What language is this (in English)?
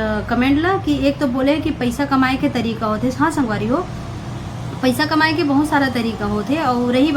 Chhattisgarhi